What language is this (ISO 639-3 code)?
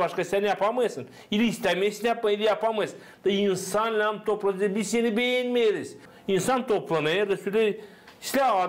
gag